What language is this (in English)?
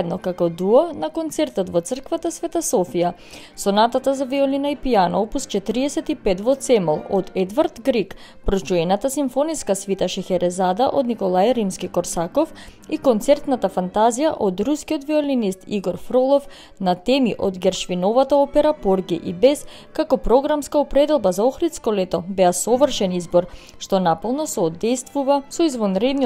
Macedonian